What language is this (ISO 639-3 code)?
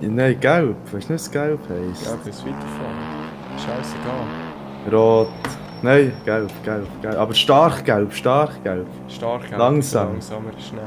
gsw